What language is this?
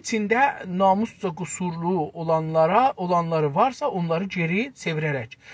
South Azerbaijani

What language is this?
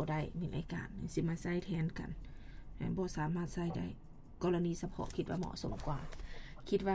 Lao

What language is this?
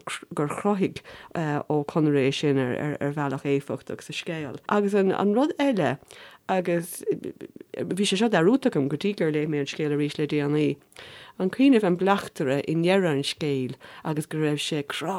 Irish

